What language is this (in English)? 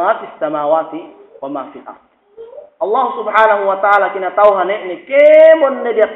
Yakan